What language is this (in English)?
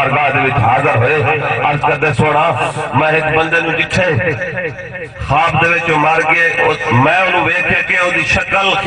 Saraiki